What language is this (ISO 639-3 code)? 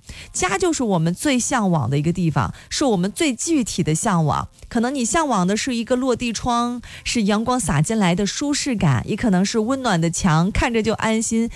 zho